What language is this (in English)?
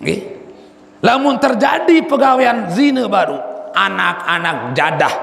Sasak